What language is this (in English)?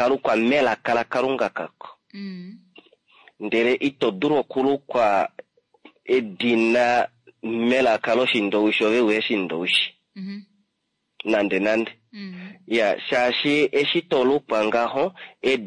Kuanyama